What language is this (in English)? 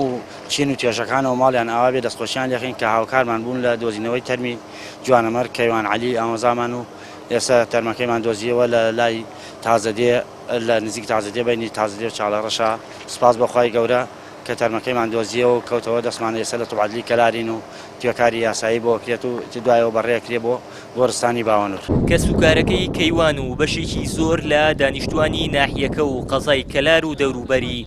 Central Kurdish